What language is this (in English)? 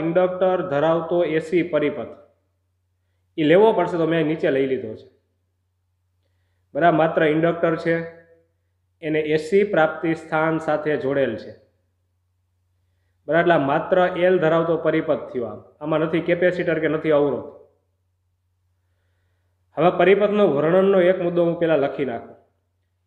Gujarati